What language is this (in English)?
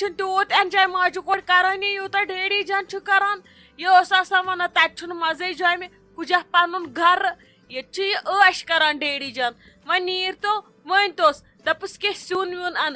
Kashmiri